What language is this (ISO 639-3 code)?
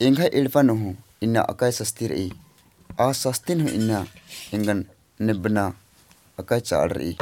kru